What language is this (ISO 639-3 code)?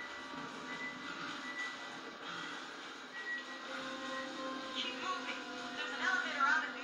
eng